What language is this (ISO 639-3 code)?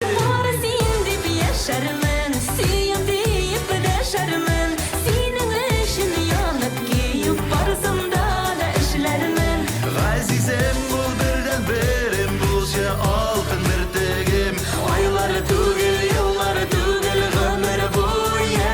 tat